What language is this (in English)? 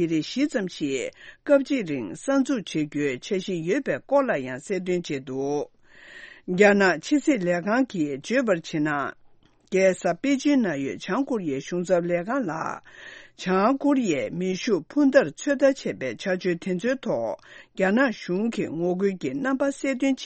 Tibetan